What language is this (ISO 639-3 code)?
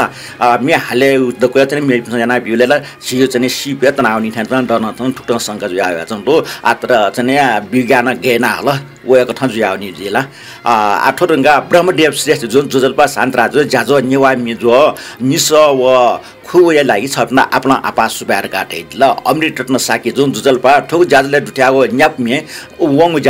new